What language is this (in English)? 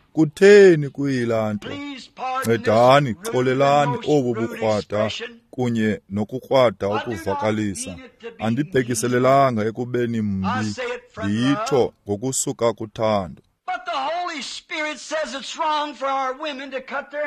Xhosa